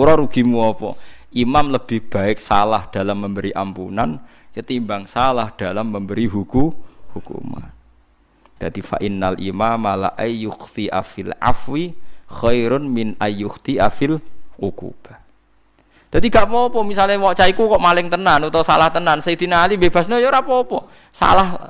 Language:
Javanese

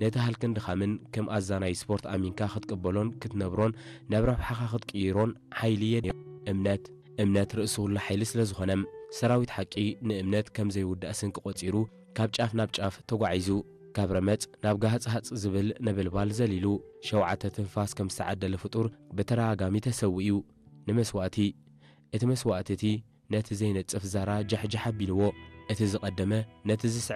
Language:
Tigrinya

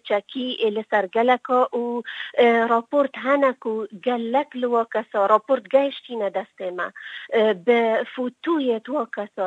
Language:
Kurdish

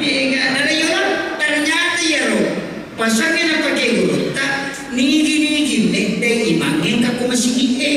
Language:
Buginese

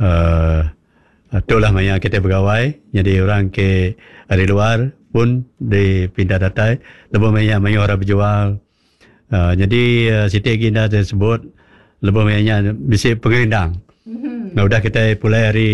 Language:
Iban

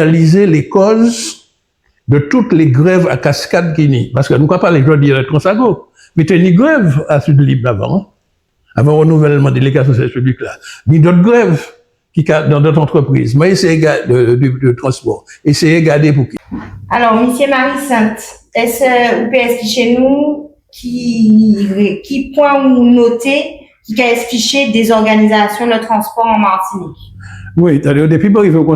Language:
Guadeloupean Creole French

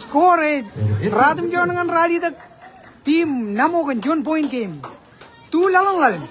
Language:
Marshallese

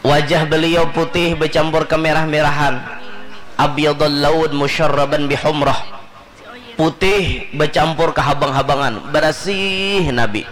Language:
Banjar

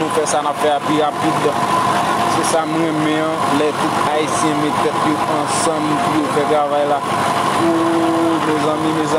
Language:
Haitian Creole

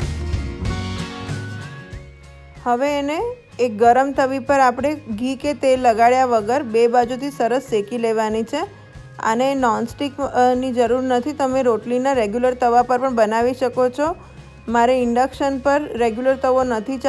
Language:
Gujarati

